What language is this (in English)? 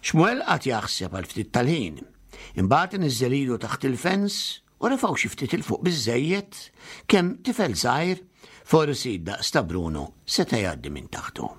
Maltese